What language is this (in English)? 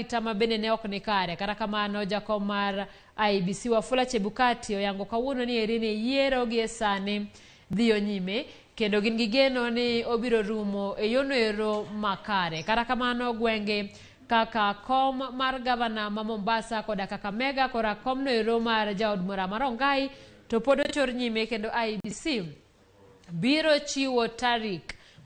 Luo (Kenya and Tanzania)